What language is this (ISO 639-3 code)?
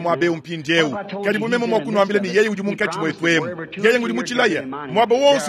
lua